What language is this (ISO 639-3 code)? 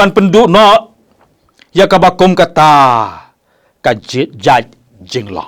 kha